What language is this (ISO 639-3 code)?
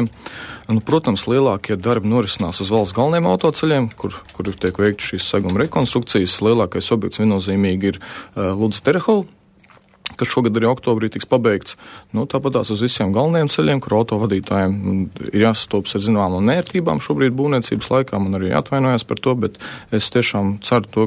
lav